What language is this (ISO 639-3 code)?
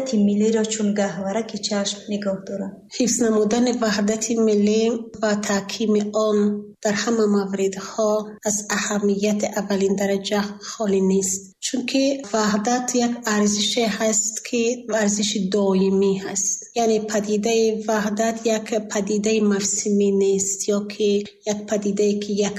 tgk